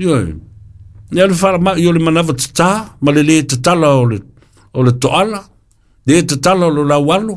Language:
Samoan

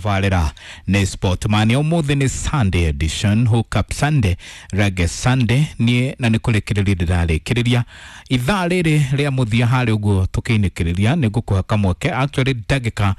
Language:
Kikuyu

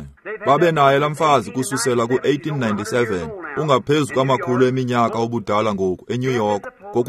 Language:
Xhosa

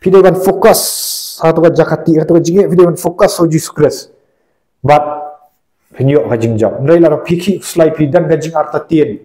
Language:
Khasi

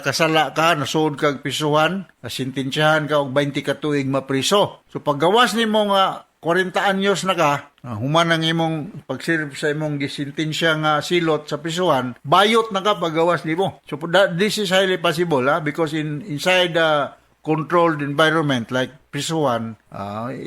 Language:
Cebuano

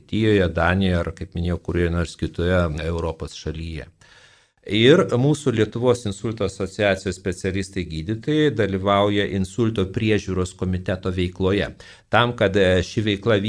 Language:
Lithuanian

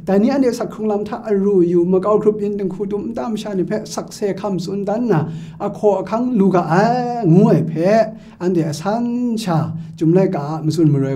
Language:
Kachin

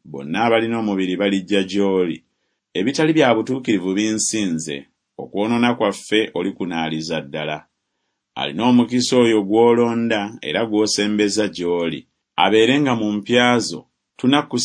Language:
Ganda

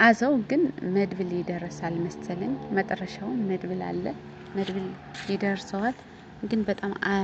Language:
Amharic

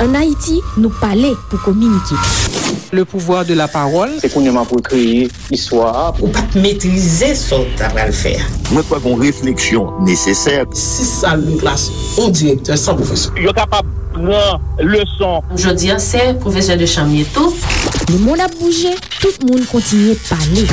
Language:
Haitian Creole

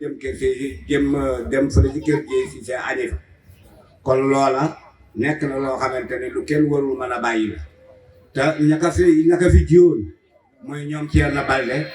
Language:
Wolof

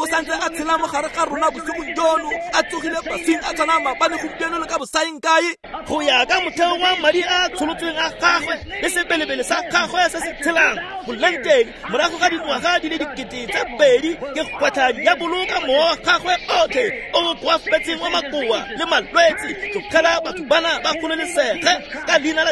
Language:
Tswana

